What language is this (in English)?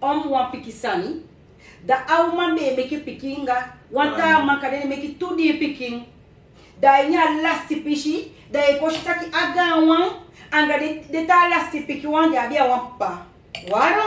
Sranan Tongo